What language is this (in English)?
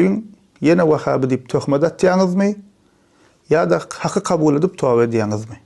Turkmen